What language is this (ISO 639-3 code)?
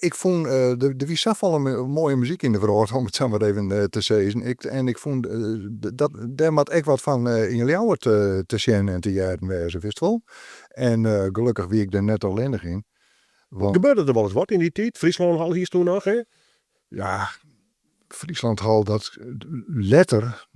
fry